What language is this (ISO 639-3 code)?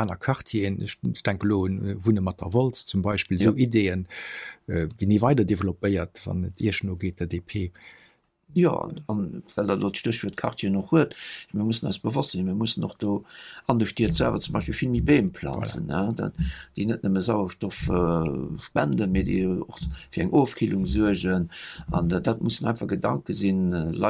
ltz